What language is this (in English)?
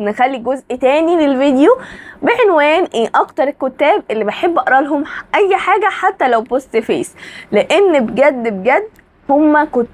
Egyptian Arabic